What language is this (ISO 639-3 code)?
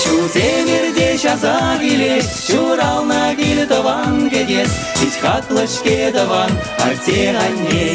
chv